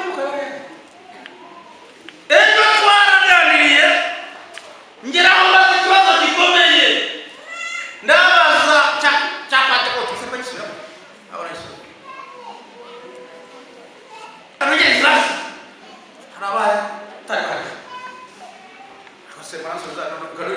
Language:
Kinyarwanda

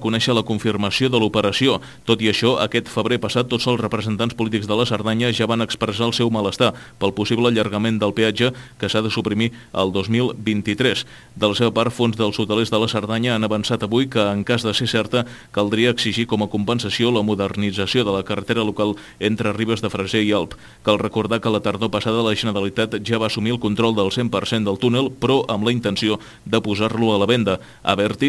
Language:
Catalan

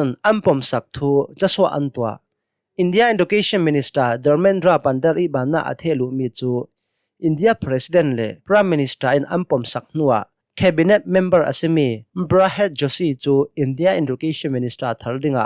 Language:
Hakha Chin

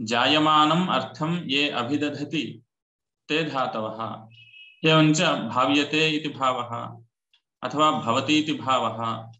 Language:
Sanskrit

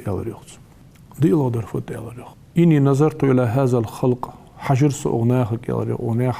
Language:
Ingush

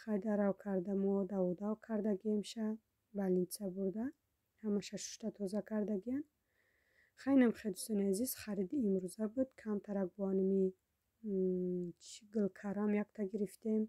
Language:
Tajik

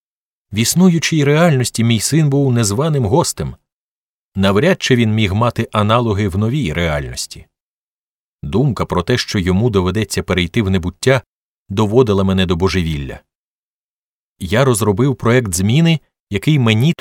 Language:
Ukrainian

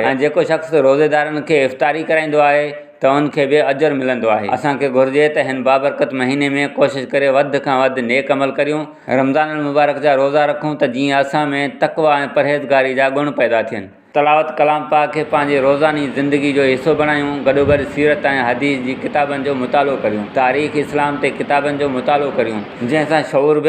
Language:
Sindhi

